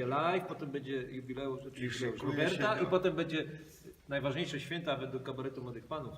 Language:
Silesian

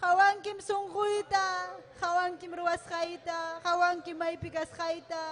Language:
Ayacucho Quechua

